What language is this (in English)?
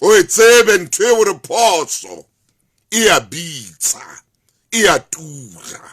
Southern Sotho